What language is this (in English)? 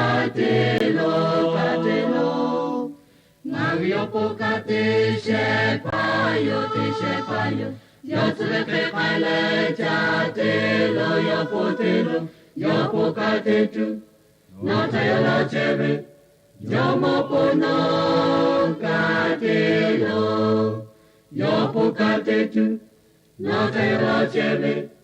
Lahu